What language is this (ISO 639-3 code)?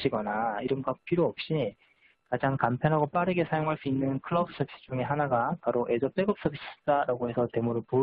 kor